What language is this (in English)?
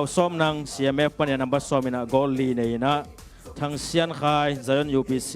Tedim Chin